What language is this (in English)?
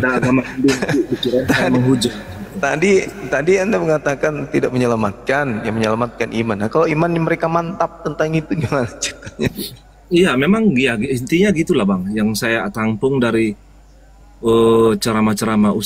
Indonesian